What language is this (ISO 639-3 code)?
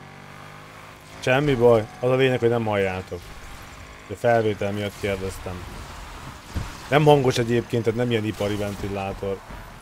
hun